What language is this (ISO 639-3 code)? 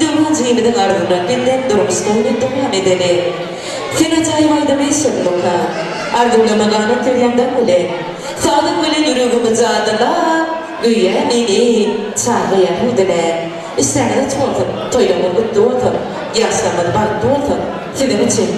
tuk